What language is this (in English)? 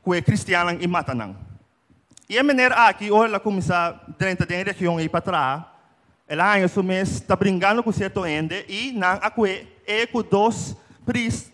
Papiamento